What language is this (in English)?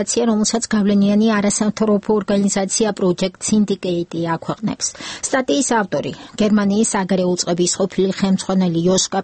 Georgian